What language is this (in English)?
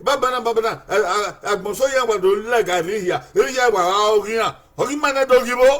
Bini